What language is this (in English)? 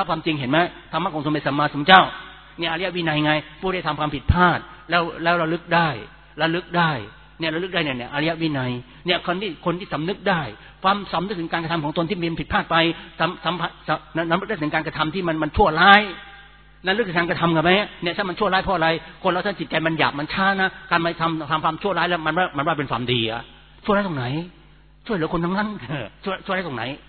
Thai